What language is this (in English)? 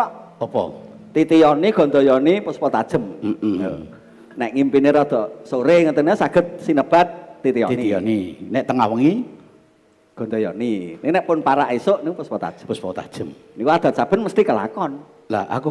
Javanese